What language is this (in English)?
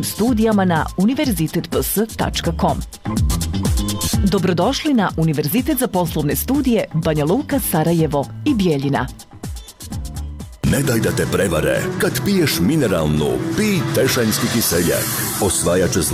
Bosnian